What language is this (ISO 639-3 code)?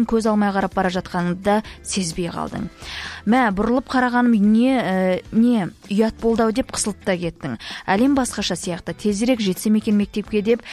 kaz